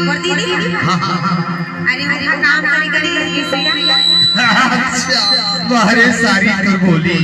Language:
Chhattisgarhi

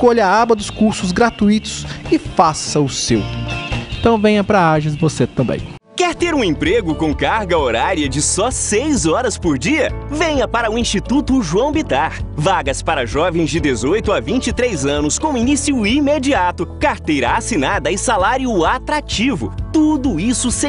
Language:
Portuguese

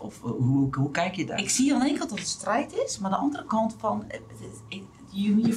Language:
Dutch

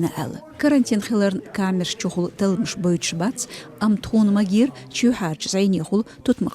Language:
Chechen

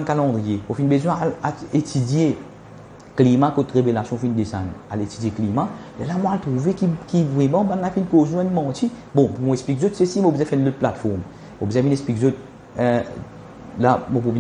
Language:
Morisyen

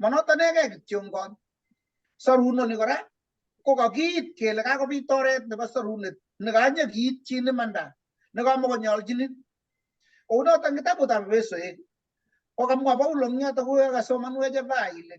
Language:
Kalenjin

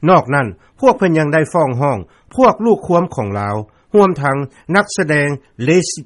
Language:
Lao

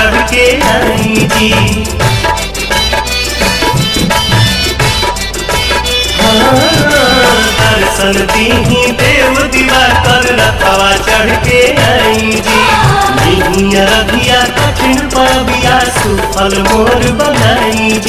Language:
Bhojpuri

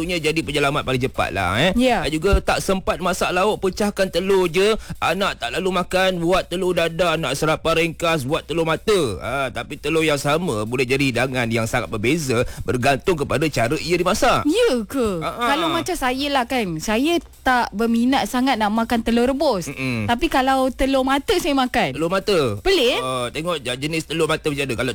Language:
Malay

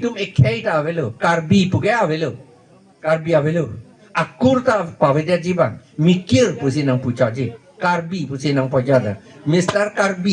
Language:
Karbi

